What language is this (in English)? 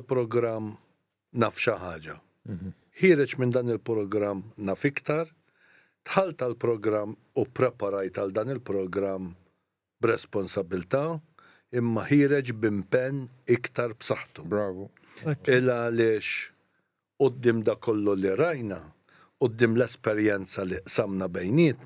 Maltese